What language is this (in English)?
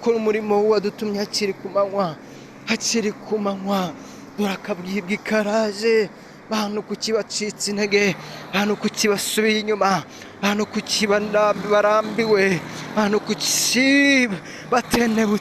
Kinyarwanda